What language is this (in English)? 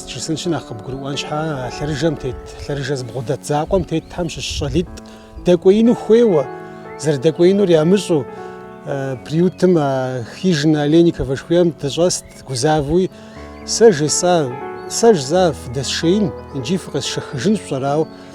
Kabardian